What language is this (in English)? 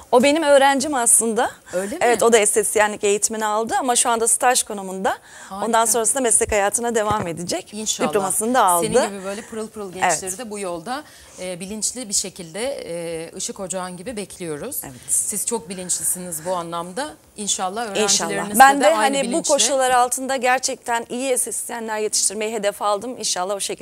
Turkish